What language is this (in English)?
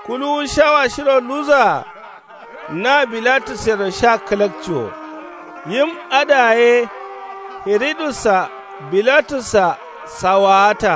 Kanuri